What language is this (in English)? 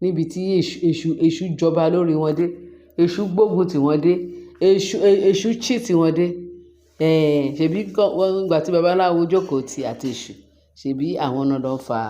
Yoruba